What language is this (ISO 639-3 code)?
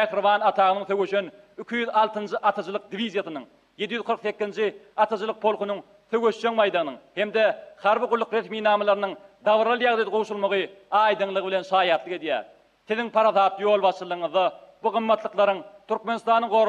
tuk